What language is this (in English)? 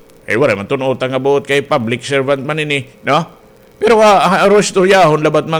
Waray